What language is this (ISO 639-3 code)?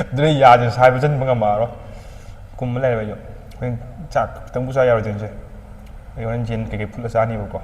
mni